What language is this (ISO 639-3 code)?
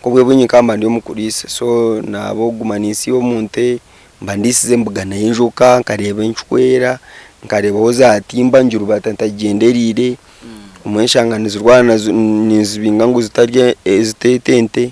nyn